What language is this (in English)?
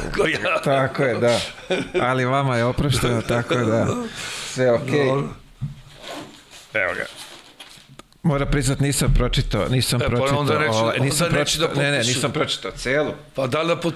Serbian